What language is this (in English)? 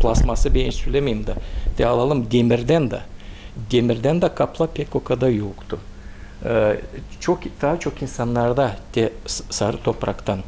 Gagauz